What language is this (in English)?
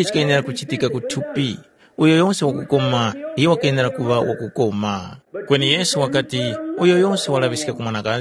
Tumbuka